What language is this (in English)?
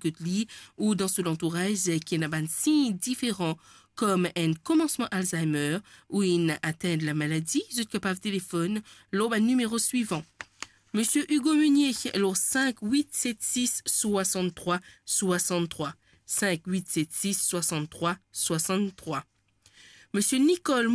Morisyen